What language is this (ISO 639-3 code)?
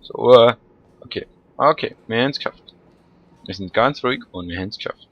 gsw